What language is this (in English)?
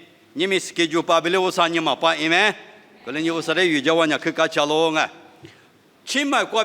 Lisu